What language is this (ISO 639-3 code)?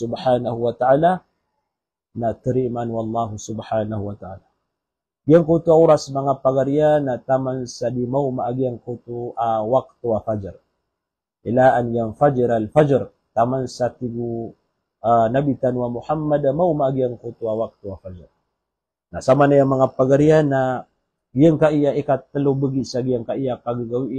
mrw